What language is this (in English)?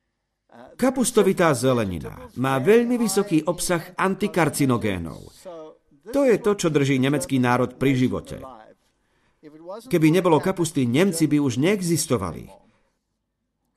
Slovak